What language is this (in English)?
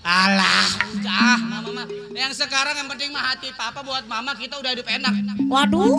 Betawi